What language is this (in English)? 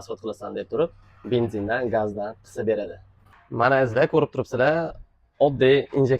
Uzbek